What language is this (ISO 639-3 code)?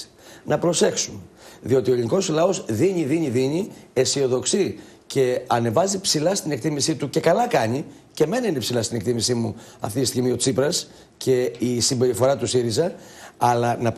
ell